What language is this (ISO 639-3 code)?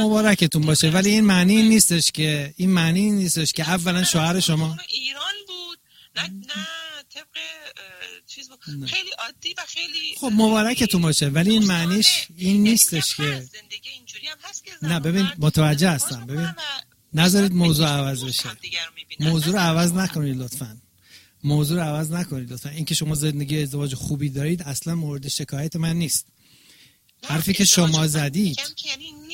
fas